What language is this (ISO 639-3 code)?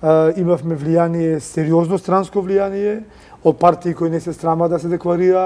mkd